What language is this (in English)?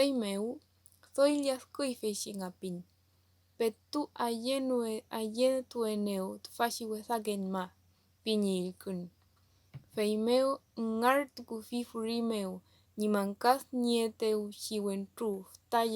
Mapuche